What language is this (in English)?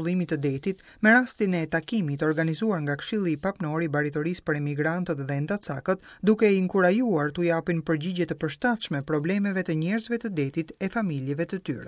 Albanian